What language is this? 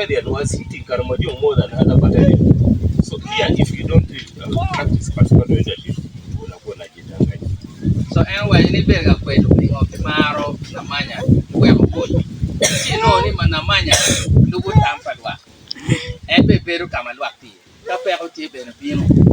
Acoli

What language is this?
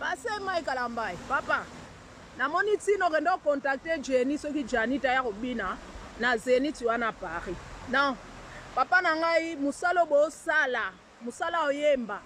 Lingala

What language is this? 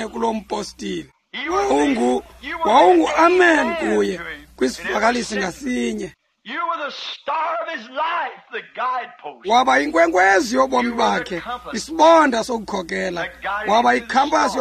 Xhosa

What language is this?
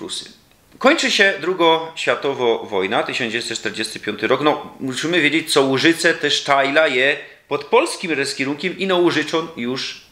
Silesian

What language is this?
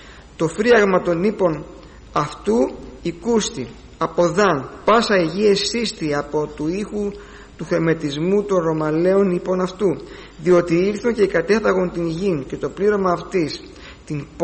Greek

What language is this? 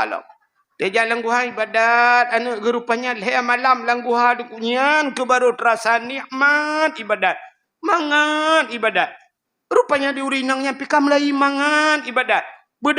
Achinese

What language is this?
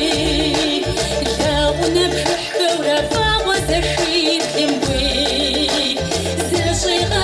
Kabardian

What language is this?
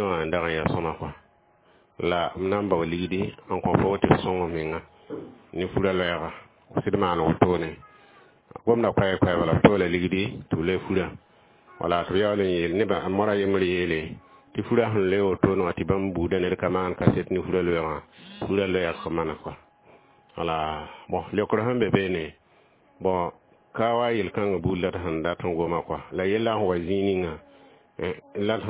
Mossi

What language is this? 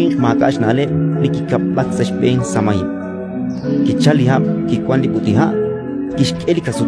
Kekchí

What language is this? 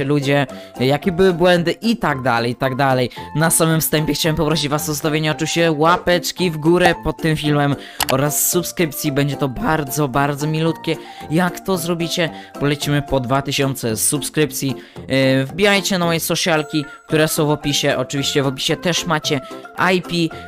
Polish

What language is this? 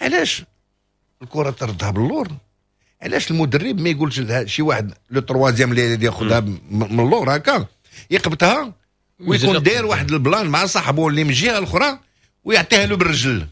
Moroccan Arabic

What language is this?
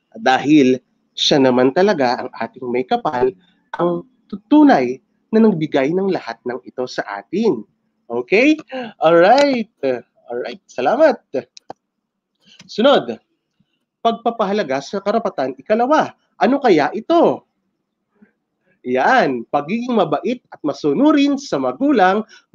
Filipino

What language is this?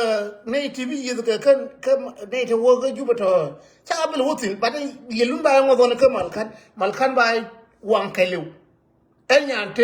Nuer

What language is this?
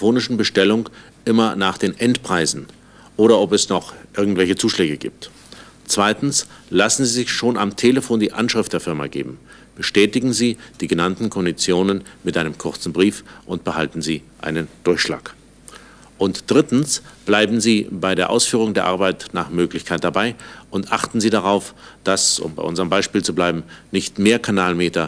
German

